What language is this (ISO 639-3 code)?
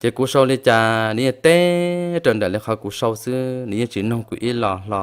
hmn